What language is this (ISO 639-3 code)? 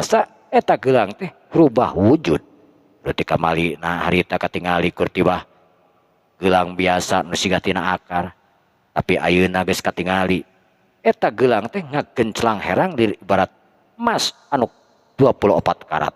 sun